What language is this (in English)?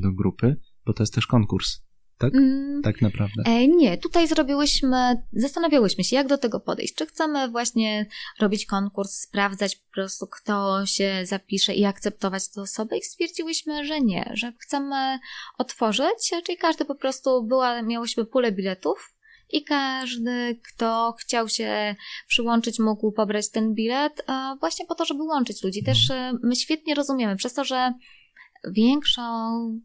Polish